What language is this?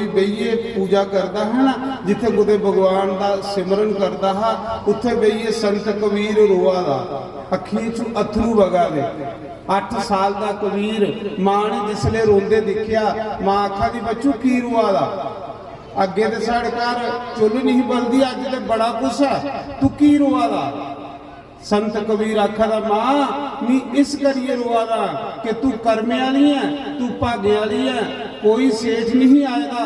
Dogri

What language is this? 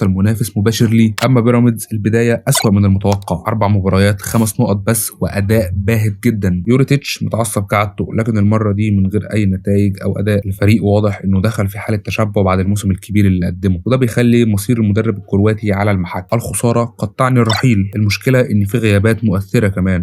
Egyptian Arabic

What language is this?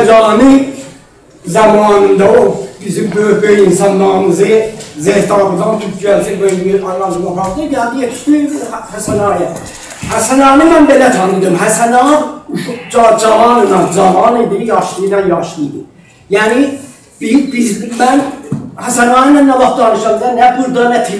South Azerbaijani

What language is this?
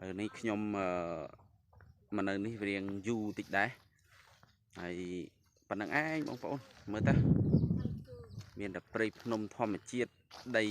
Khmer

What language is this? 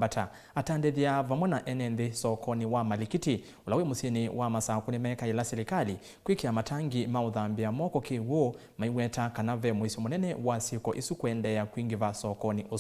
Kamba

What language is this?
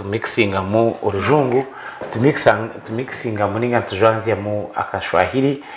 Nyankole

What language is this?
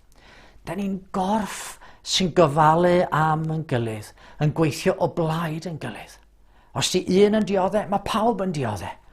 Welsh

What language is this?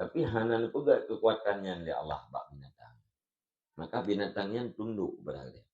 Achinese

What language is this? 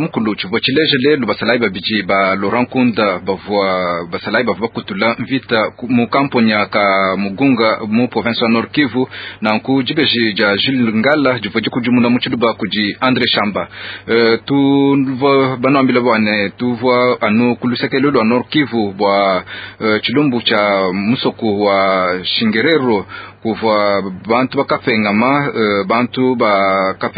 Luba-Lulua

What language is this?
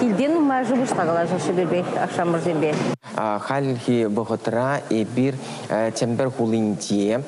Chuvash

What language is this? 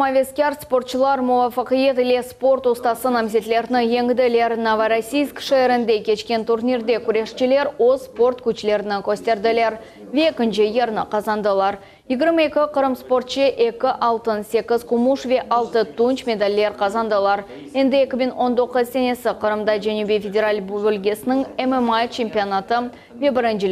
Crimean Tatar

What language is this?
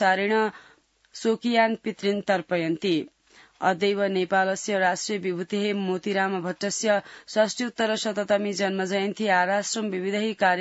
Sanskrit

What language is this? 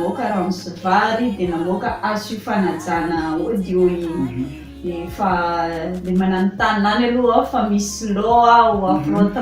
Malagasy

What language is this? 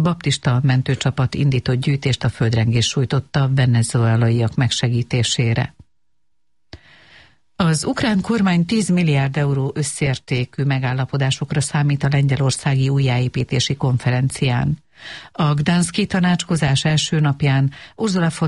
Hungarian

